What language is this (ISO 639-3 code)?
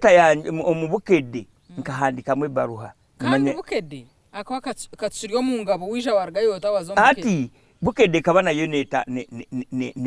nyn